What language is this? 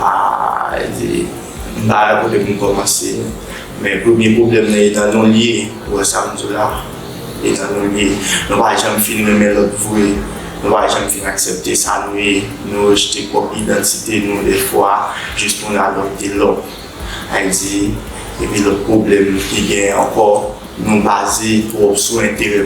Haitian Creole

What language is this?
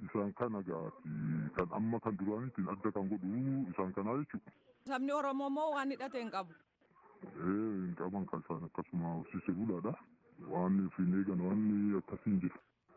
Oromo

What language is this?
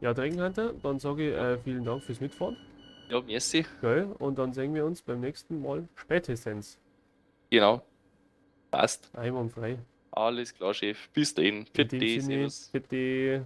Bavarian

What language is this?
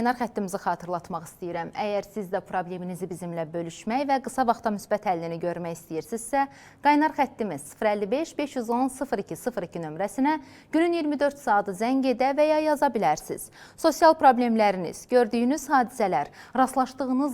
Azerbaijani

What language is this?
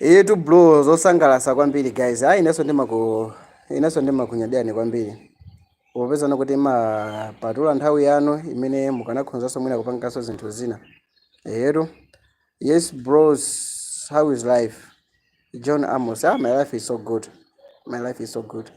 Nyanja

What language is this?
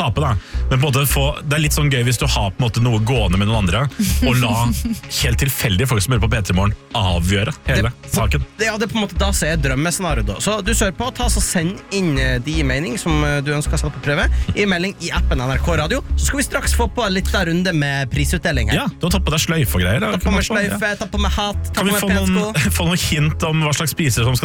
Norwegian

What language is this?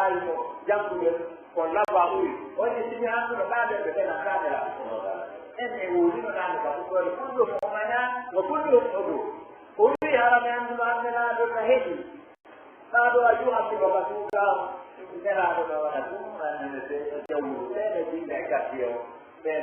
Pular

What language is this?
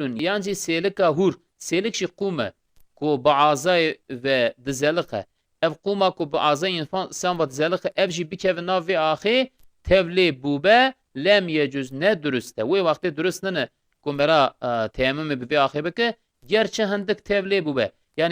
Kurdish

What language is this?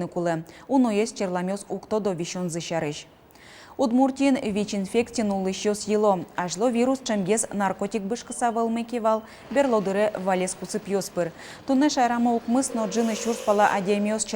Udmurt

